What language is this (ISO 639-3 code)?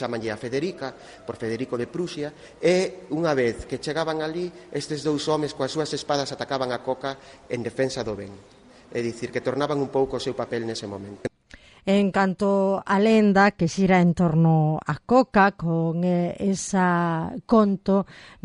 glg